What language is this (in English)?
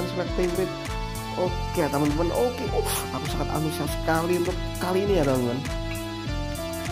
Indonesian